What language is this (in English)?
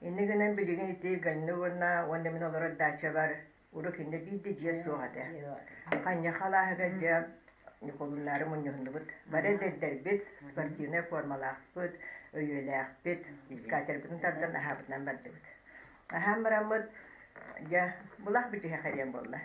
Yakut